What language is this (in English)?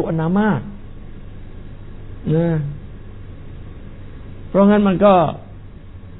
Thai